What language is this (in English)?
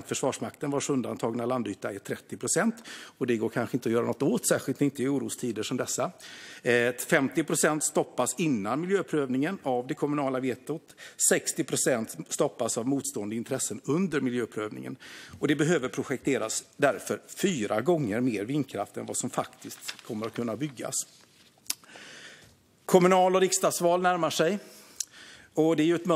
Swedish